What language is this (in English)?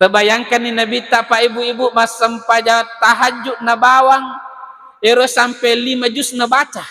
Buginese